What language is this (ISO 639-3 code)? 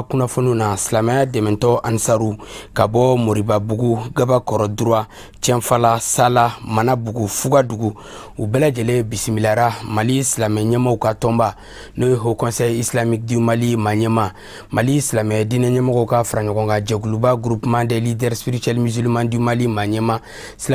bam